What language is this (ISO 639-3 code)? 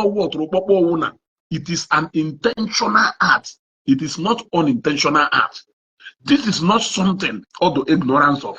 ibo